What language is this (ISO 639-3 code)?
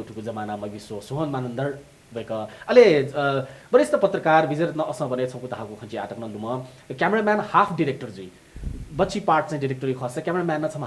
new